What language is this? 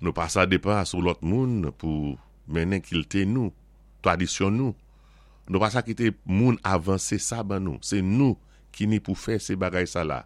Saint Lucian Creole French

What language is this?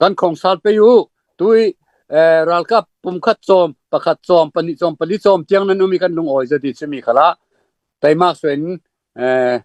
Falam Chin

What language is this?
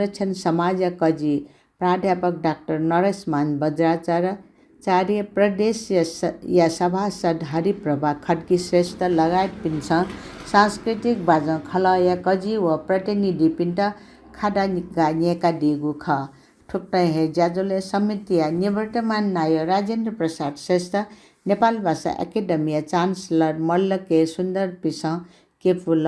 Newari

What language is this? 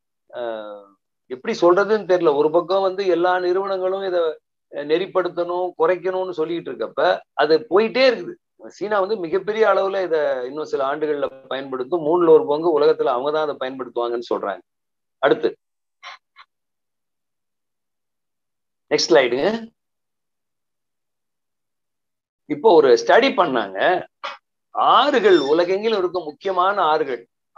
Tamil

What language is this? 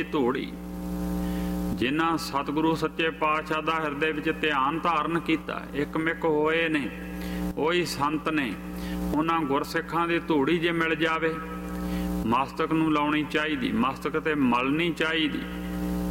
Punjabi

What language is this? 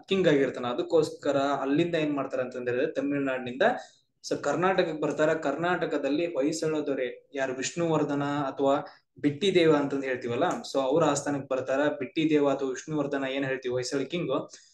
Kannada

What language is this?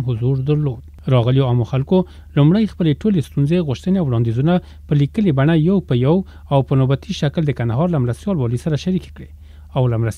Pashto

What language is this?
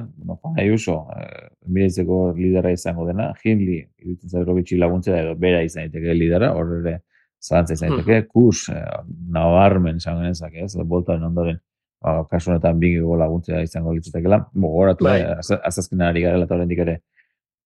Basque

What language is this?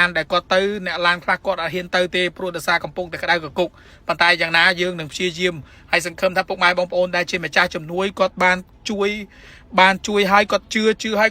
Khmer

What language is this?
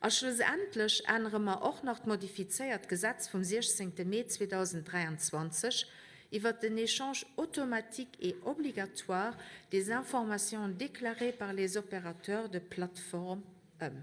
Luxembourgish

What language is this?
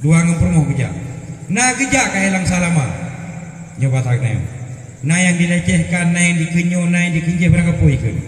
Achinese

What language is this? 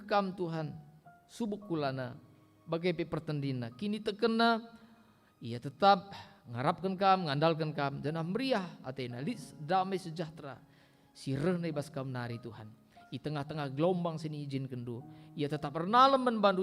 Batak Karo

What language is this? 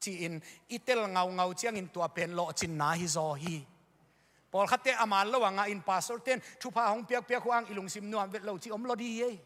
Tedim Chin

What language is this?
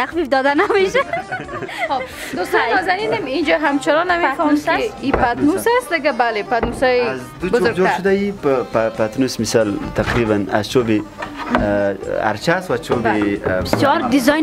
Persian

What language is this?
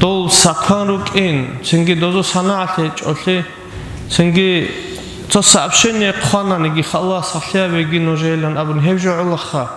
Avaric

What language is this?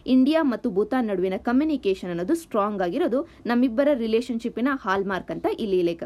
Kannada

